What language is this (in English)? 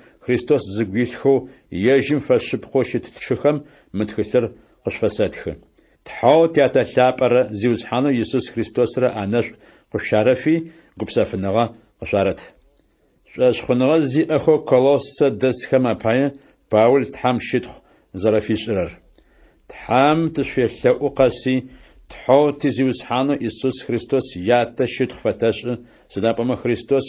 Adyghe